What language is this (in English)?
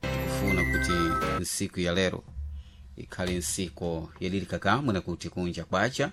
Sena